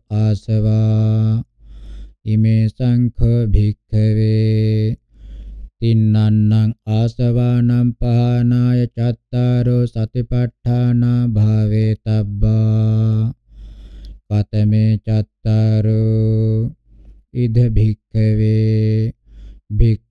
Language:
Pali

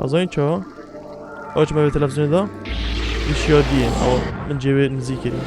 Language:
Kurdish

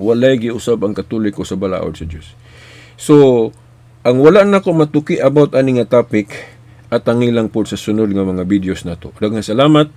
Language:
Cebuano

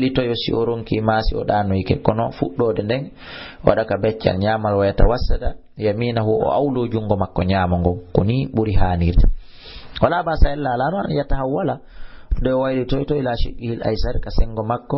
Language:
Fula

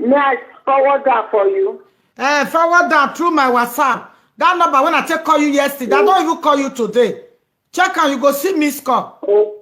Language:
Nigerian Pidgin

